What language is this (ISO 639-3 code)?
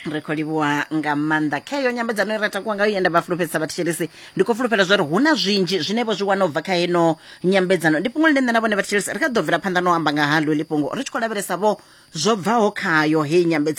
ven